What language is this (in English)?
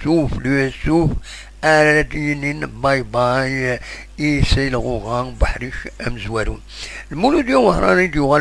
Kabyle